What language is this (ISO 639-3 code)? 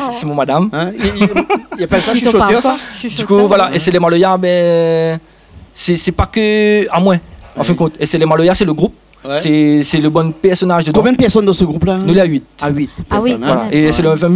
rcf